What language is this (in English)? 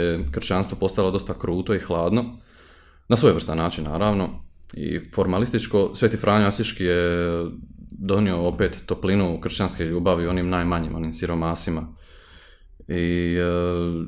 Croatian